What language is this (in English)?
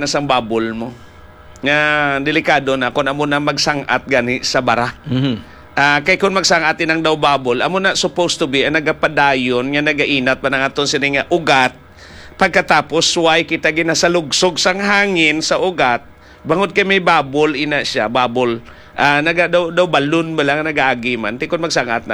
Hiligaynon